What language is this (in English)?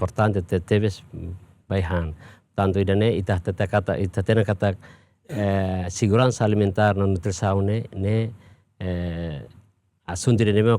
Tetum